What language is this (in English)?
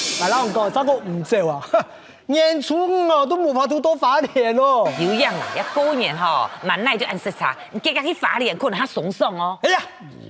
Hakka Chinese